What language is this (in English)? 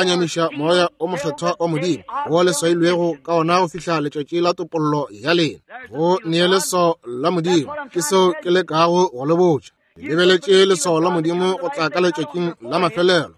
Northern Sotho